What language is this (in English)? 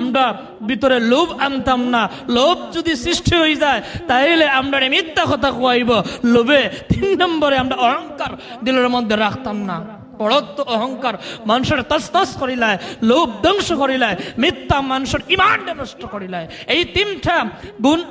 Sylheti